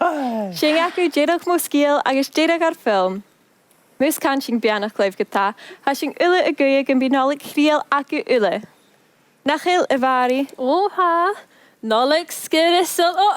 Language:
Scottish Gaelic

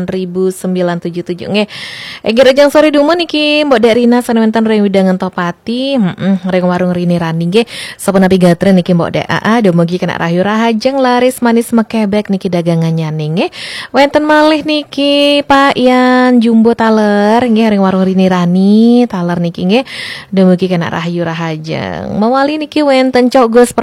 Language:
Balinese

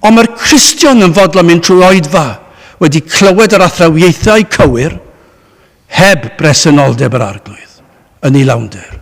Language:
Welsh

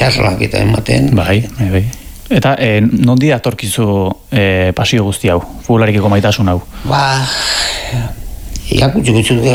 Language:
Basque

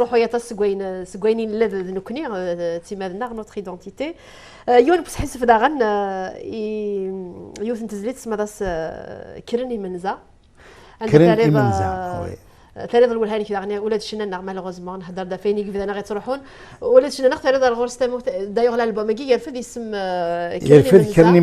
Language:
Kabyle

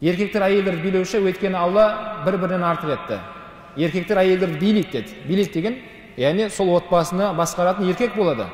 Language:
Kazakh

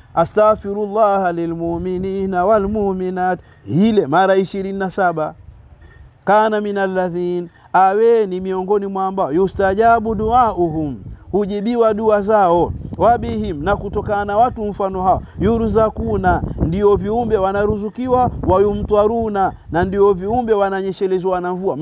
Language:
Swahili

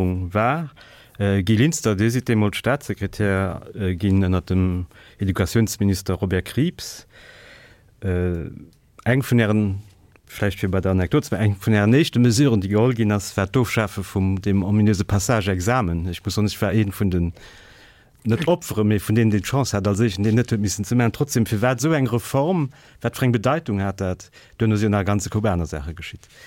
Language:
Luxembourgish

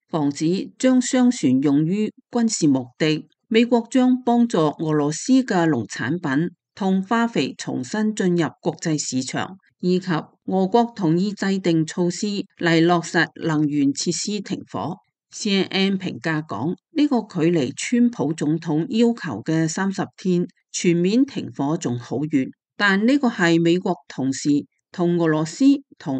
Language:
Cantonese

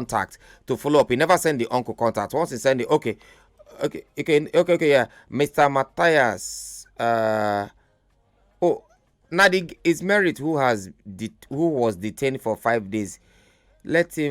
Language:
Nigerian Pidgin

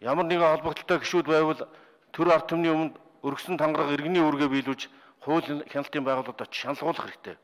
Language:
Mongolian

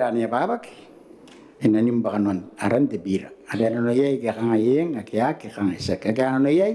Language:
Gilbertese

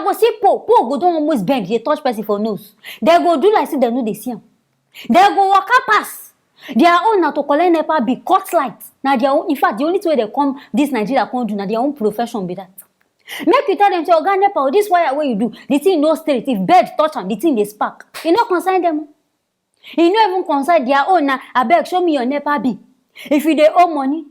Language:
Nigerian Pidgin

